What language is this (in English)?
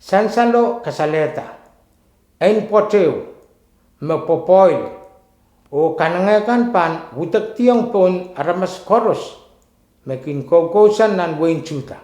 Pohnpeian